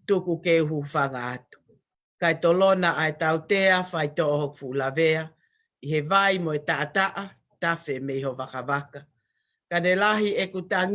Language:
Tongan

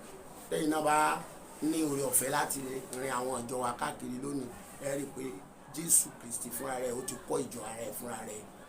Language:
Yoruba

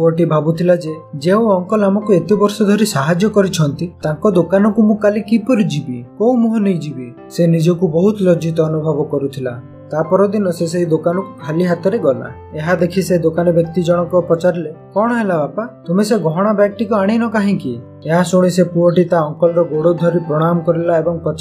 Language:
Odia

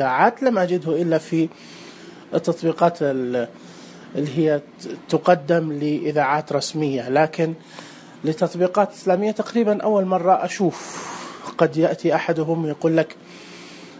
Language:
Najdi Arabic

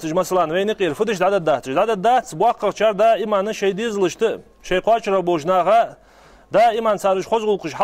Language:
Ingush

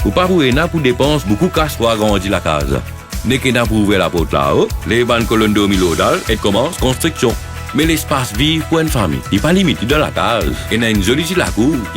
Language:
Morisyen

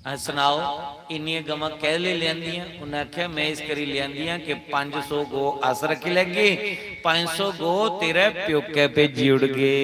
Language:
Dogri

